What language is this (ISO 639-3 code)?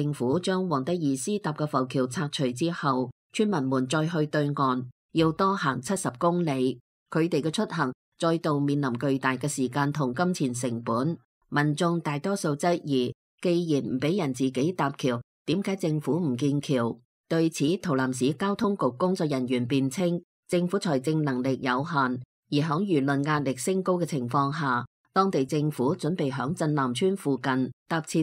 yue